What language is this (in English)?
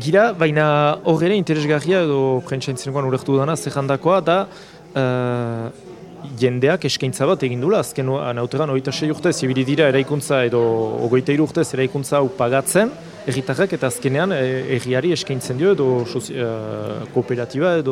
Basque